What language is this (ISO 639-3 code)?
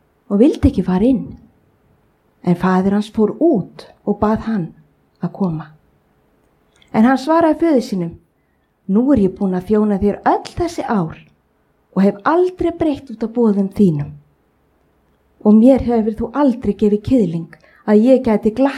isl